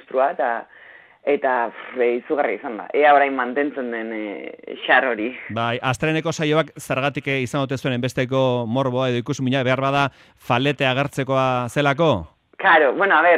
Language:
Basque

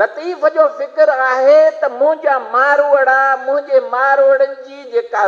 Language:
Sindhi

